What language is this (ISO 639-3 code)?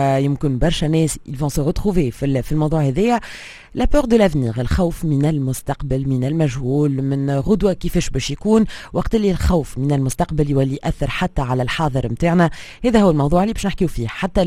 aeb